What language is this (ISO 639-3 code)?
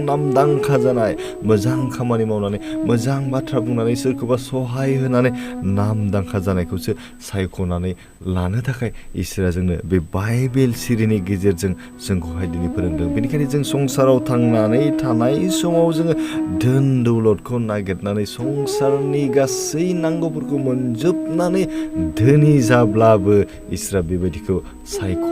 brx